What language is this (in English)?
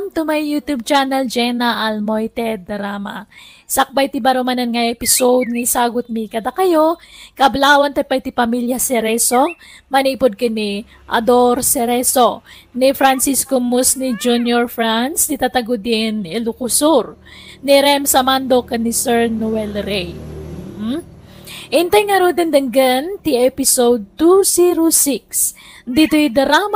Iloko